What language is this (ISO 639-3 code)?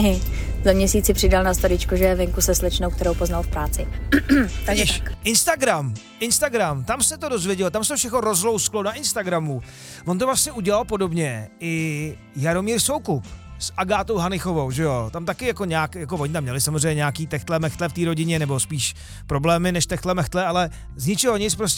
ces